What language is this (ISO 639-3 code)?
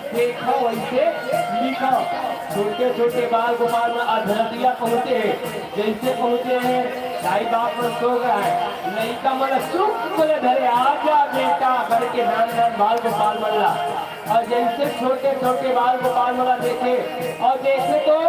hne